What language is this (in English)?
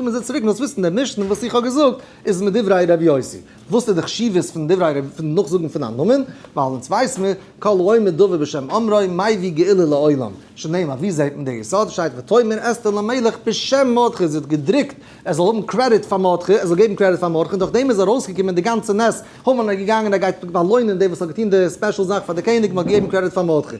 Yiddish